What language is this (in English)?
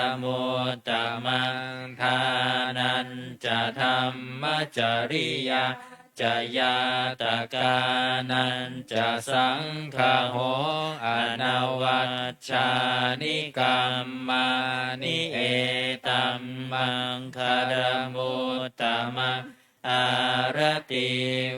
Pali